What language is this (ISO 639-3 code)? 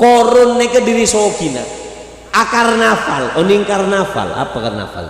mad